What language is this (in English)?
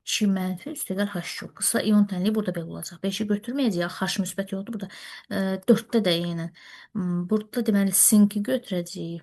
Azerbaijani